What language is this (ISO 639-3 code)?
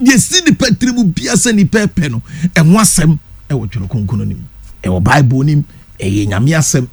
aka